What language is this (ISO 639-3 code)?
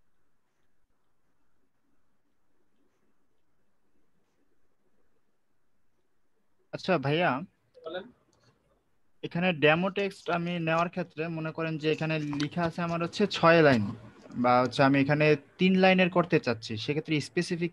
ben